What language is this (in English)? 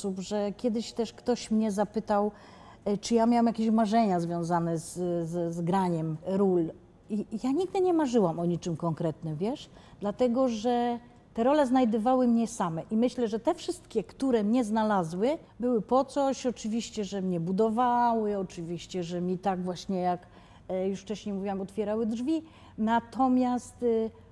Polish